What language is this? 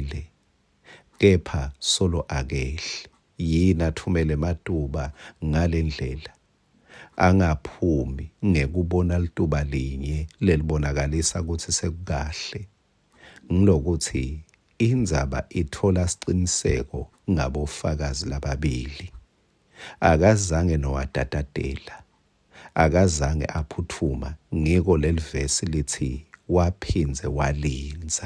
Swati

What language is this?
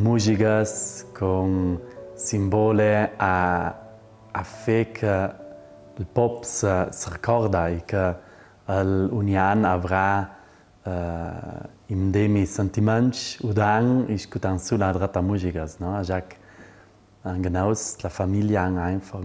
Ladin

